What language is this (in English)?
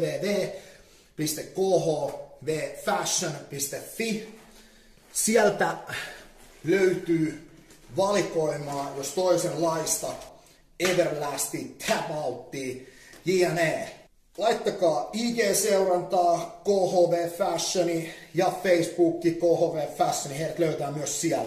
Finnish